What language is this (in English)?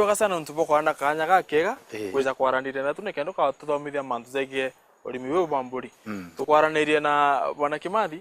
Meru